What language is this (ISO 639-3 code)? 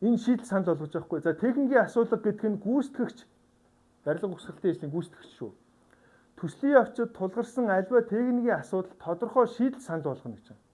mon